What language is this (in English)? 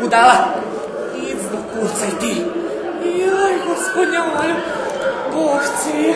Rusyn